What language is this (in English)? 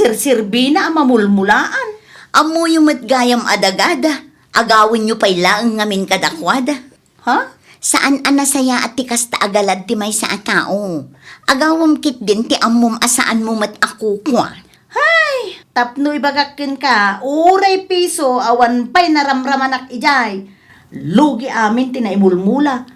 Iloko